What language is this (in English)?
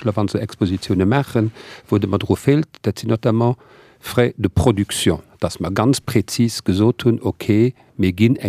Luxembourgish